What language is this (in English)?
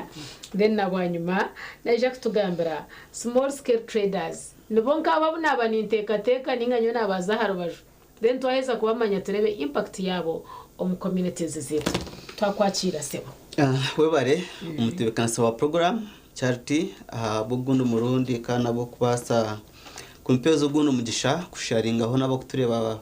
Nyankole